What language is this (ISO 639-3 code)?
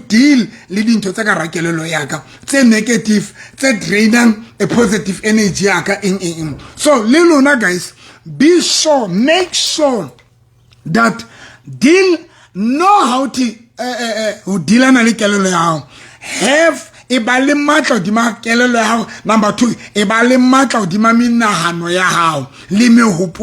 sot